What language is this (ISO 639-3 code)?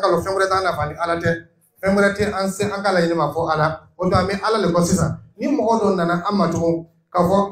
dyu